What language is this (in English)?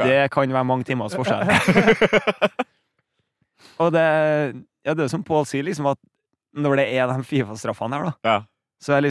Norwegian